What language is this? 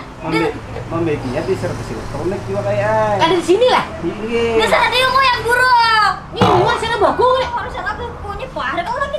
Banjar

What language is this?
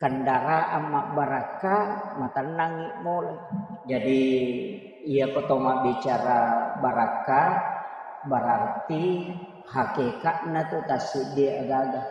Buginese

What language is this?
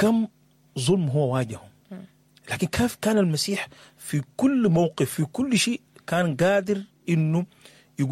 Sudanese Arabic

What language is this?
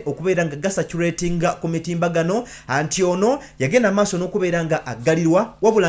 Ganda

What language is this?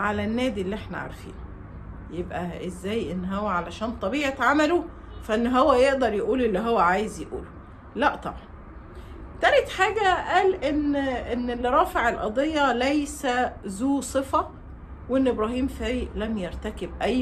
Egyptian Arabic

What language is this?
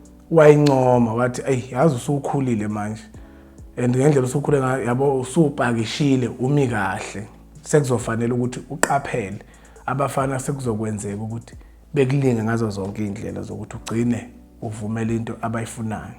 Zulu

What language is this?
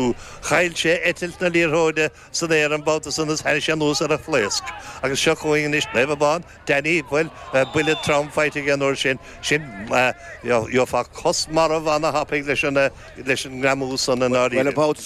Irish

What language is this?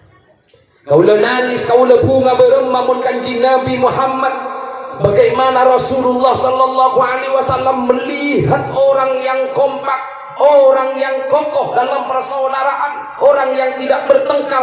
Madurese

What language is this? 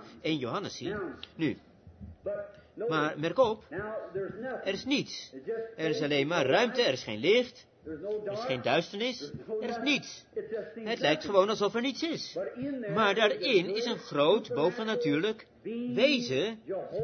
Dutch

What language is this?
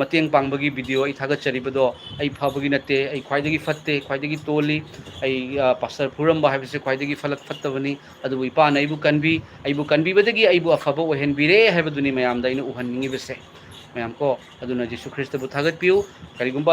Manipuri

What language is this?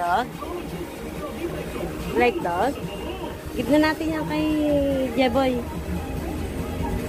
Filipino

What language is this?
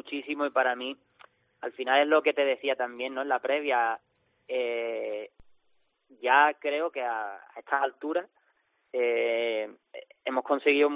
Spanish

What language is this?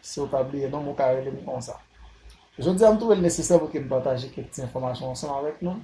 Haitian Creole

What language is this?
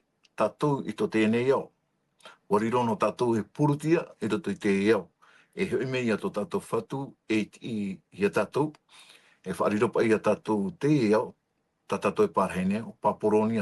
Tahitian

